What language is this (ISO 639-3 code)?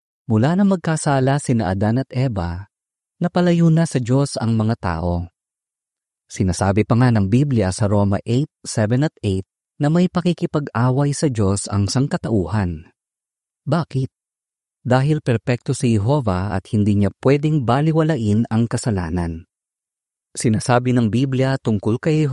fil